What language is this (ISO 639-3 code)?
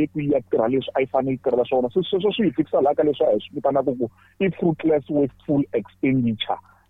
tso